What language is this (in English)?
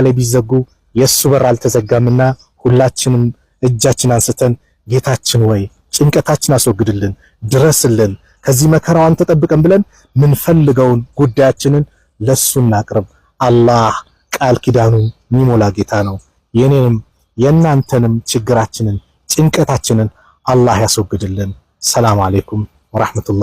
Amharic